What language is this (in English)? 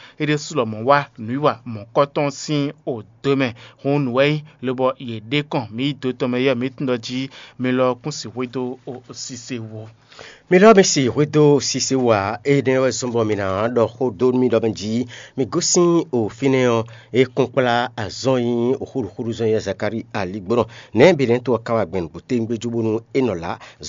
Fon